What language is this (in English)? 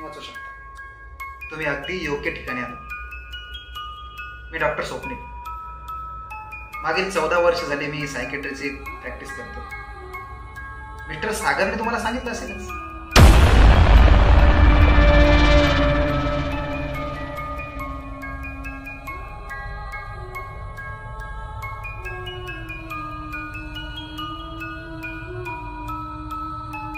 Marathi